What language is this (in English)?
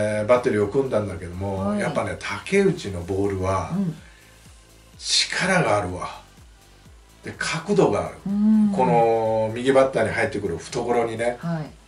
Japanese